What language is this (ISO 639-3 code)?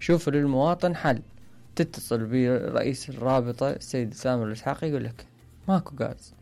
acm